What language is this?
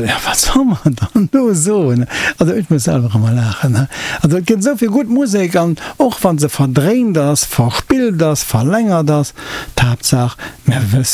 Luxembourgish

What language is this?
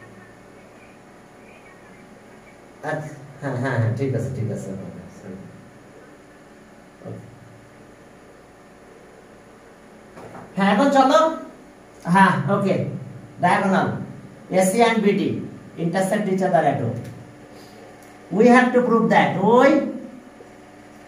Bangla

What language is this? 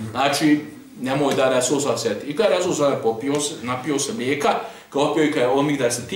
Bosnian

